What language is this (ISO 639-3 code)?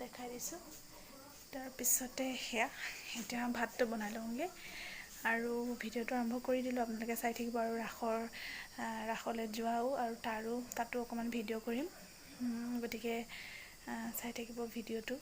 asm